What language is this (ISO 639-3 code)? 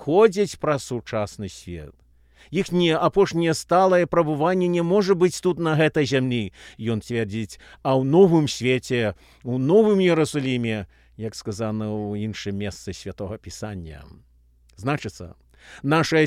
bel